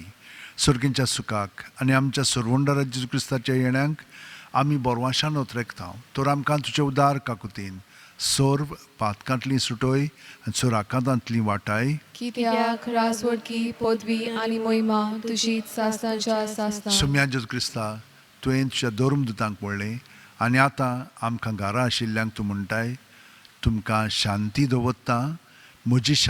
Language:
Konkani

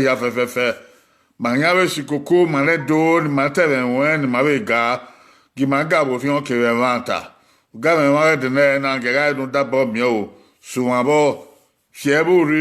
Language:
Bini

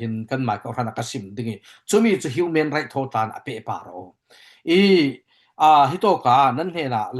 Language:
Falam Chin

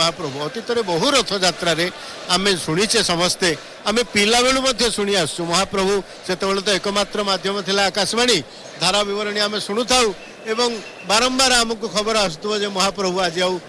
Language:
Odia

